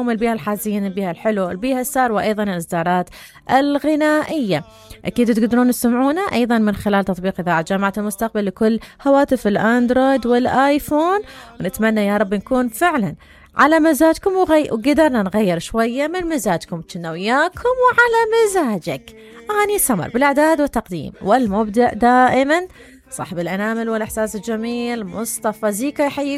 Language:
Mesopotamian Arabic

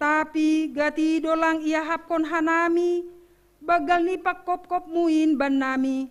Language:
Batak Simalungun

